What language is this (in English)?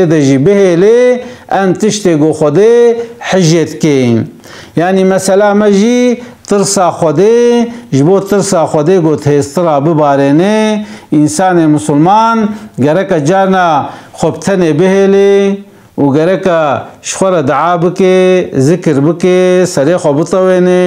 Kurdish